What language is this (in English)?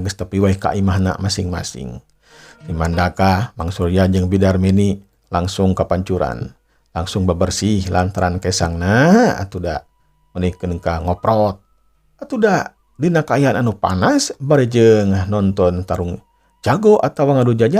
Sundanese